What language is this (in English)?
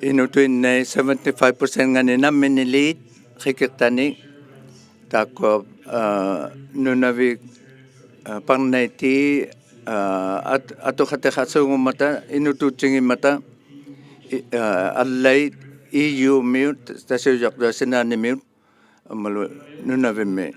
Inuktitut